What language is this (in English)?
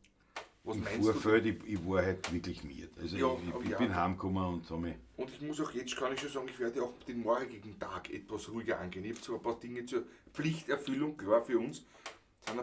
Bavarian